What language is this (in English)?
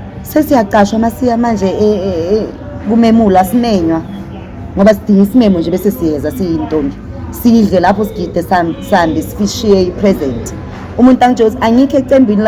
Zulu